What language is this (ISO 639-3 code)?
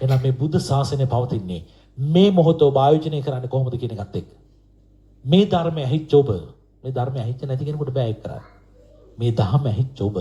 sin